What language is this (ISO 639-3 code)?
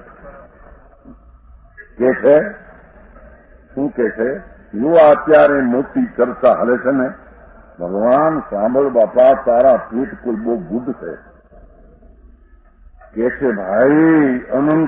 guj